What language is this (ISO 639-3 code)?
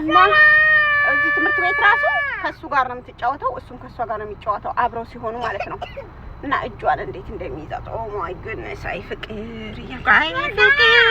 amh